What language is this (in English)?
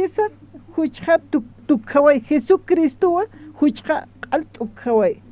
Aymara